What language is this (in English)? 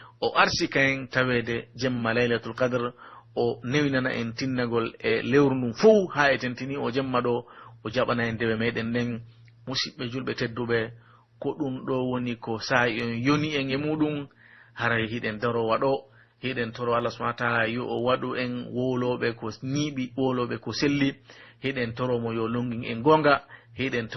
Pular